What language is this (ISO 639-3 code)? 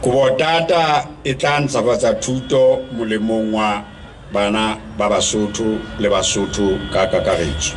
sot